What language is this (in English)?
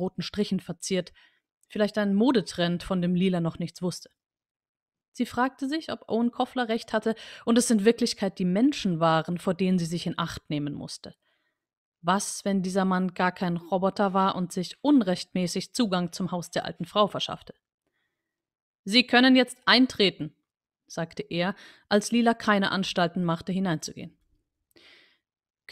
German